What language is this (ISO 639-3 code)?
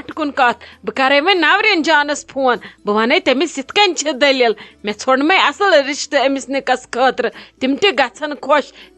kas